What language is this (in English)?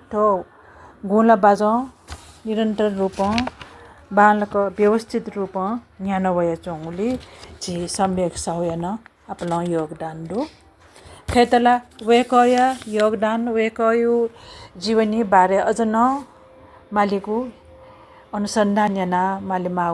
Newari